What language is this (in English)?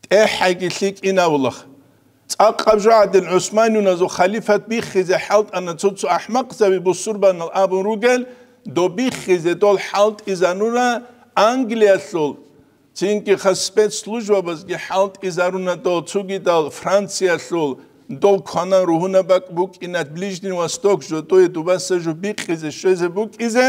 Avaric